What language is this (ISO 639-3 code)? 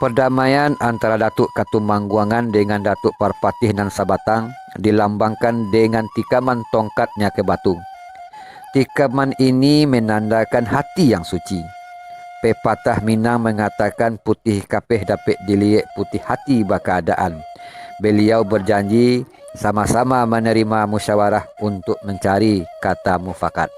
min